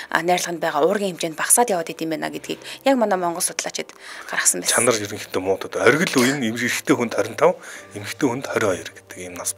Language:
Mongolian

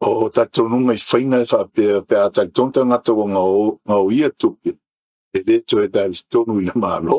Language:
Samoan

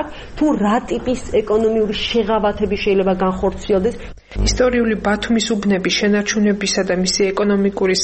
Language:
Georgian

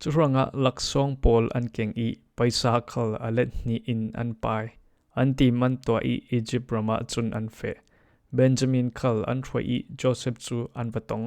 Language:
Falam Chin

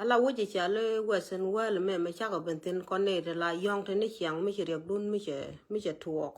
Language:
Nuer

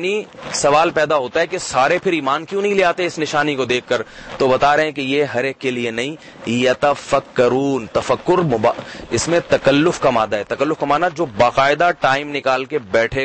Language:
Urdu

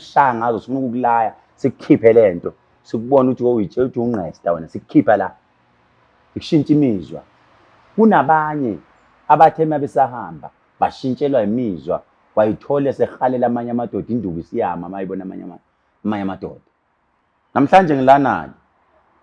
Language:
Zulu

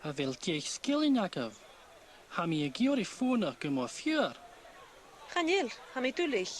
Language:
Scottish Gaelic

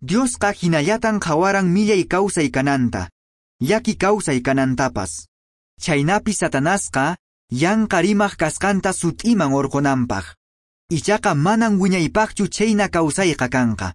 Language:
Quechua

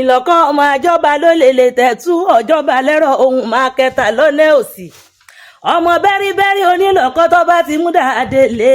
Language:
Yoruba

